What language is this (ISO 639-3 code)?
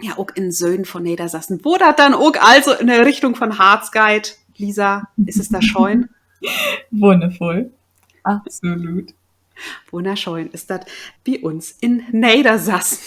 nds